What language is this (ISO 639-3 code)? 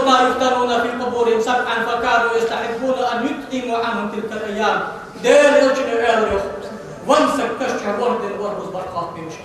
inh